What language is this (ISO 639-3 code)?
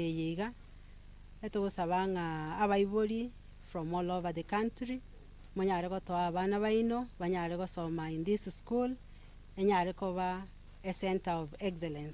guz